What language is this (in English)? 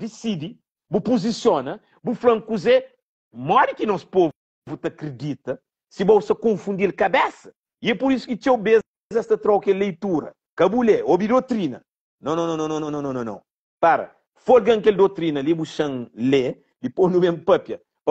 Kabuverdianu